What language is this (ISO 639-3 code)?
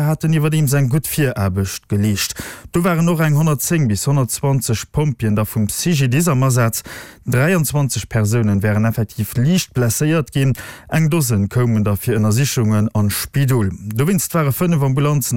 ltz